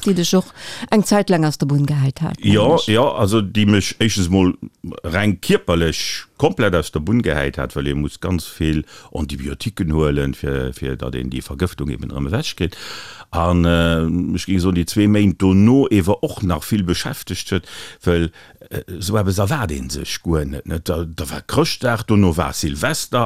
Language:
Luxembourgish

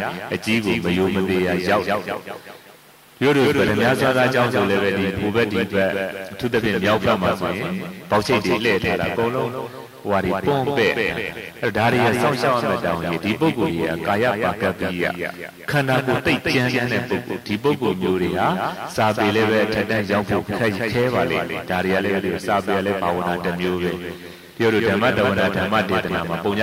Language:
Burmese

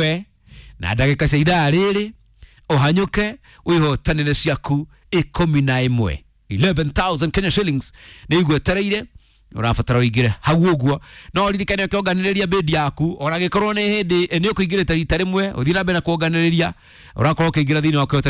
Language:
Kikuyu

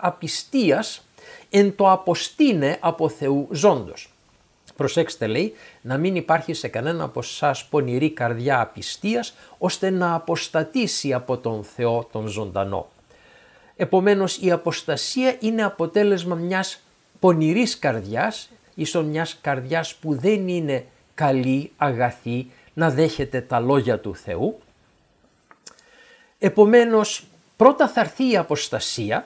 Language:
Greek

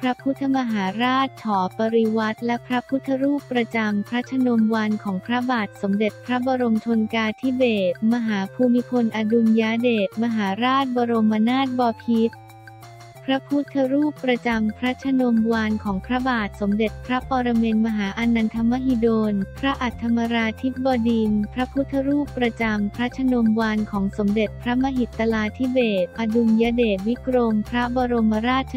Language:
Thai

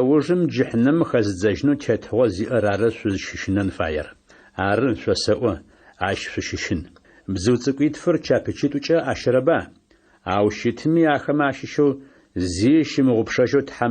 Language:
Adyghe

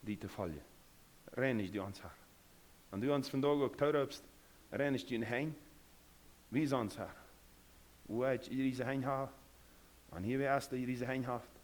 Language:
Plautdietsch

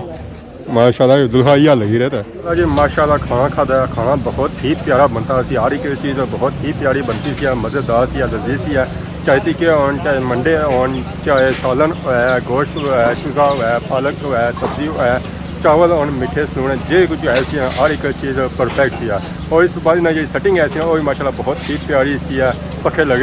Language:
Pahari-Potwari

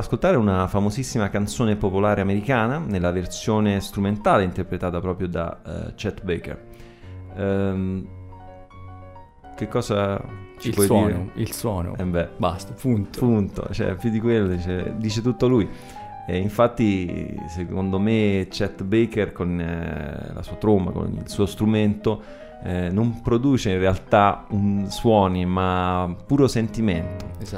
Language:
Italian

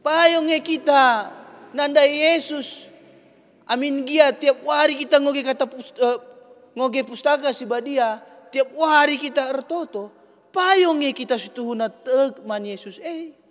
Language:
Batak Karo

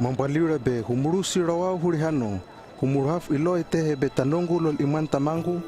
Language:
Hano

